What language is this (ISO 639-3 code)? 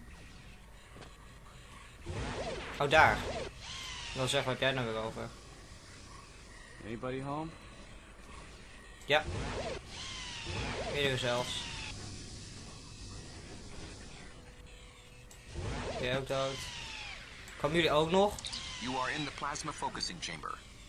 nld